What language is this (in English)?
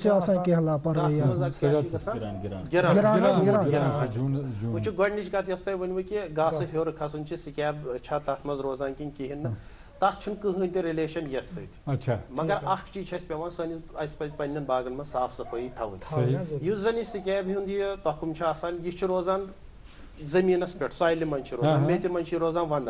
Kashmiri